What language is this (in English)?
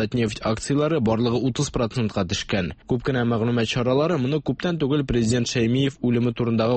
Tatar